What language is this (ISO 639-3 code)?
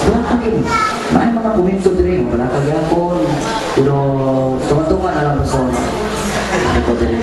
ceb